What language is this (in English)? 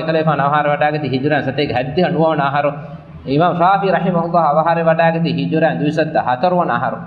Divehi